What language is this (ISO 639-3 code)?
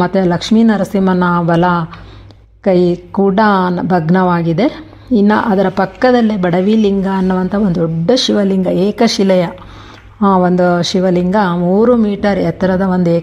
kan